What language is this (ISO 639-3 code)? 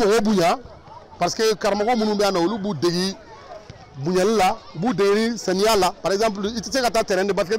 bam